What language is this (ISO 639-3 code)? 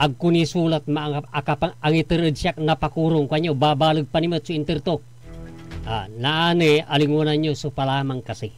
pag